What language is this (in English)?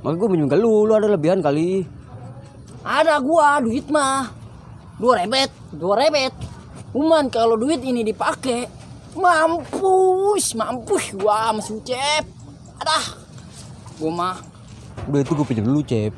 Betawi